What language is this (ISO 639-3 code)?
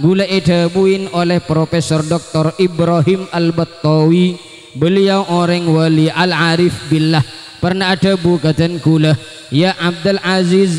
mad